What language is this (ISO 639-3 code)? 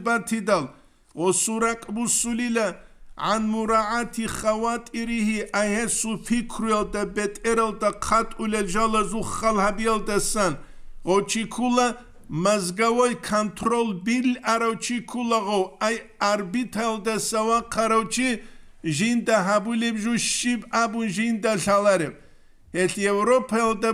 ava